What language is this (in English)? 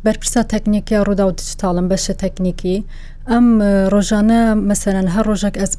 Central Kurdish